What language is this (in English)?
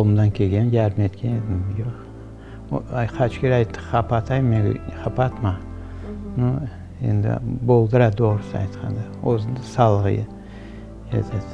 Crimean Tatar